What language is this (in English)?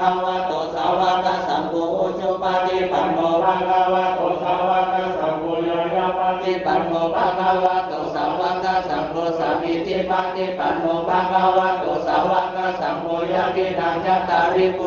Pali